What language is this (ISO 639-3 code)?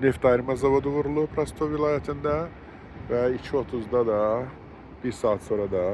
aze